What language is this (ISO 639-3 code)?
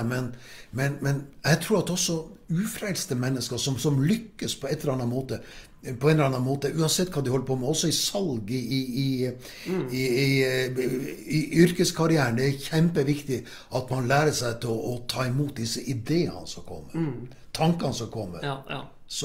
nor